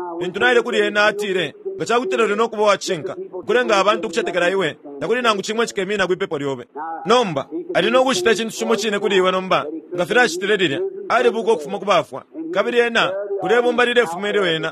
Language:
Bemba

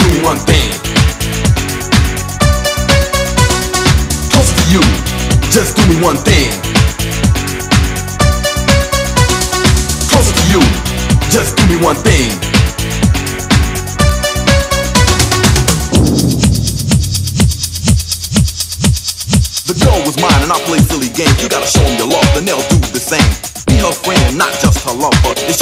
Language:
English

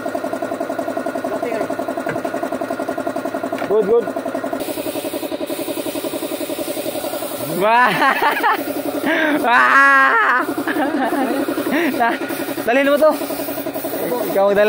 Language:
Filipino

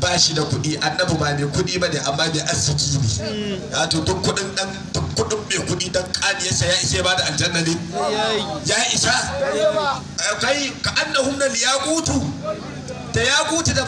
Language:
Hausa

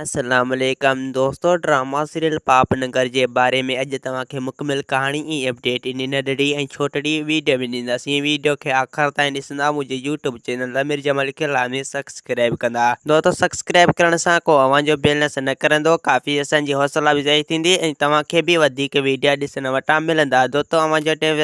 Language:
Sindhi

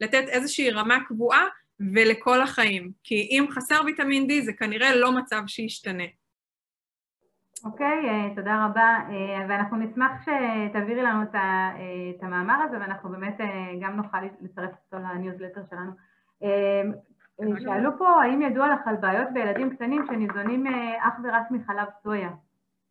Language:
Hebrew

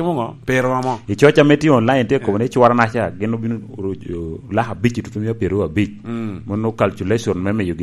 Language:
Lango (Uganda)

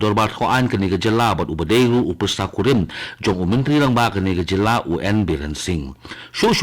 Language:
Khasi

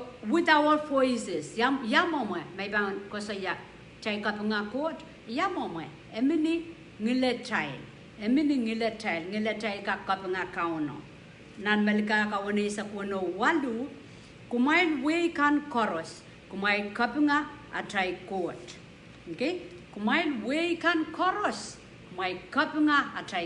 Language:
Pohnpeian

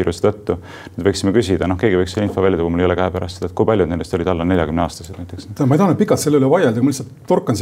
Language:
Estonian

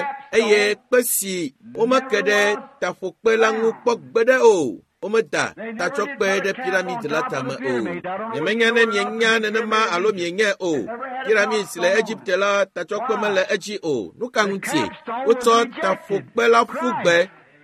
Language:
Ewe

